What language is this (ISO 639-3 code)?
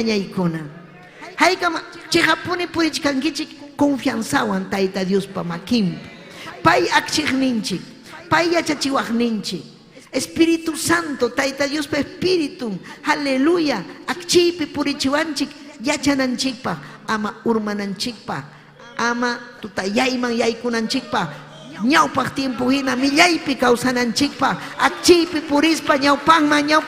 quy